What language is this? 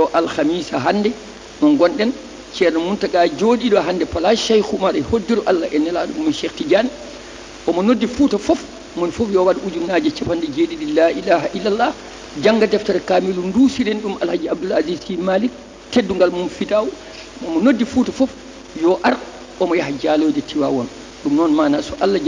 Fula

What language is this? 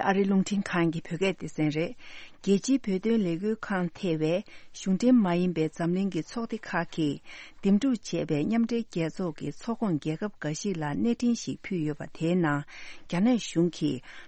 Tibetan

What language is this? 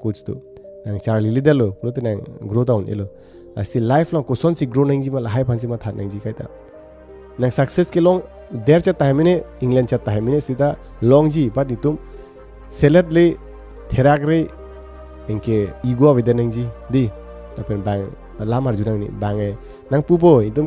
Karbi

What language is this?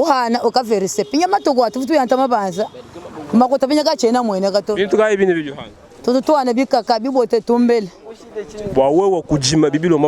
Luba-Lulua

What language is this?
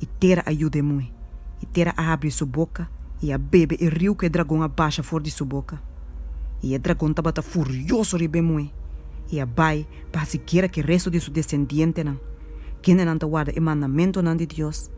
Papiamento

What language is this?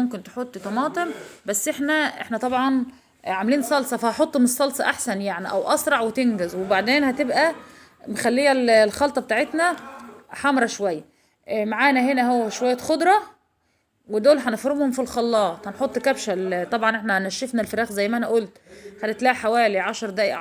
Egyptian Arabic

